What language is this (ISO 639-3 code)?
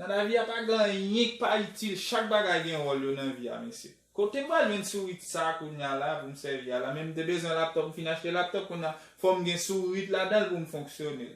hat